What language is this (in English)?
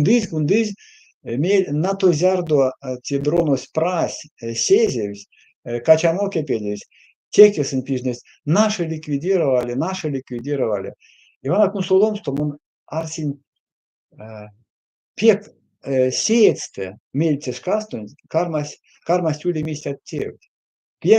Erzya